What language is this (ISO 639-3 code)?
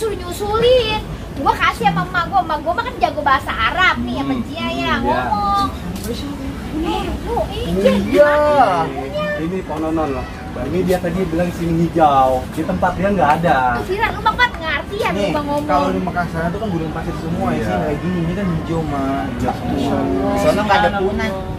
bew